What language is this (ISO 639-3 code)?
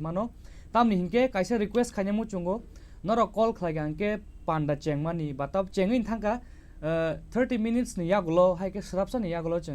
trp